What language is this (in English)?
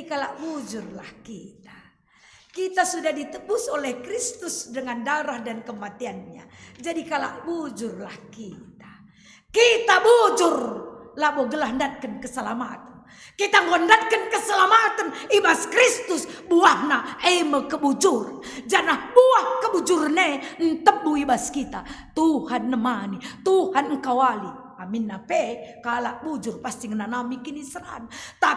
Batak Karo